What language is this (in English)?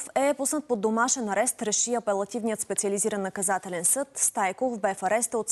Bulgarian